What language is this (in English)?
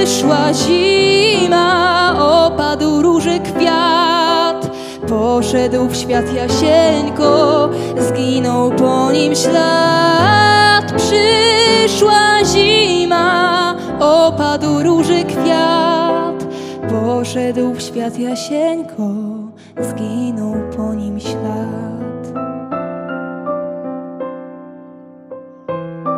Polish